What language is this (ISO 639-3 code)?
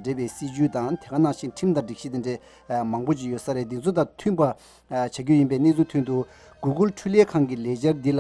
bod